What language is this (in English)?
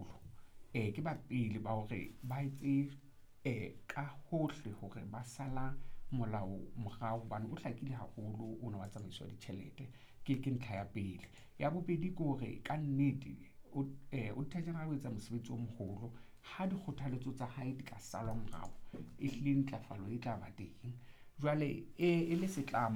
Southern Sotho